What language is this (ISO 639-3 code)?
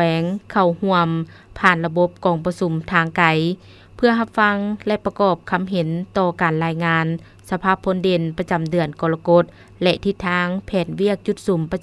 lao